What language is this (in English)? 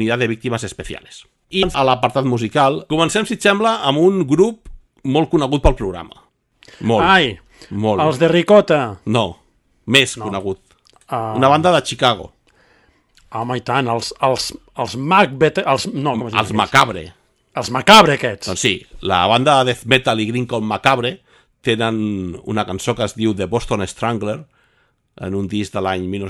Catalan